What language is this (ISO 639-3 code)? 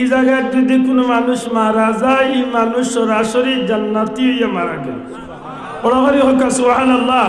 syl